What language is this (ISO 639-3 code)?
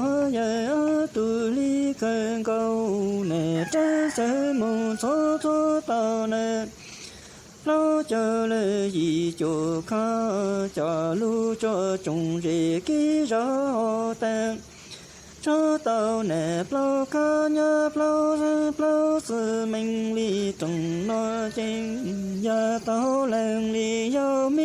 hmn